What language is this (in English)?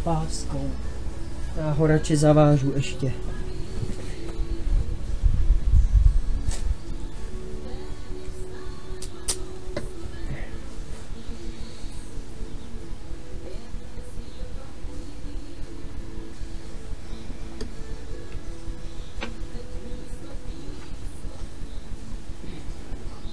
Czech